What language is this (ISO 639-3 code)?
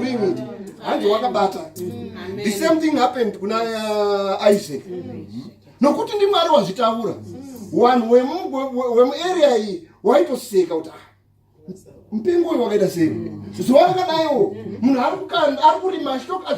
sna